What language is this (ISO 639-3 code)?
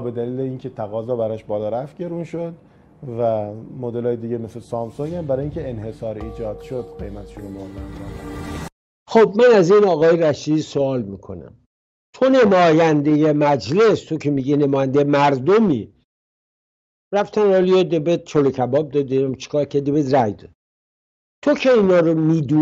fas